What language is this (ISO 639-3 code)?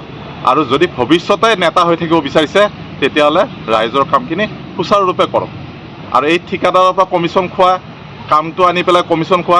asm